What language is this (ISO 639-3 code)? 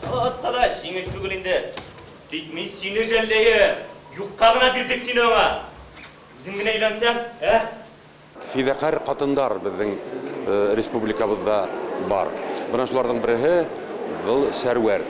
bak